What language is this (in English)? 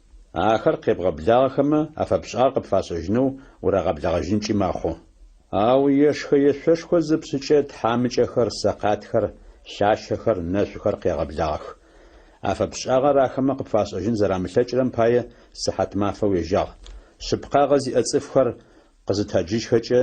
Adyghe